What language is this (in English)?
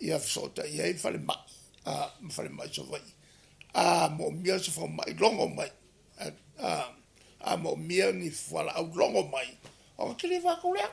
Samoan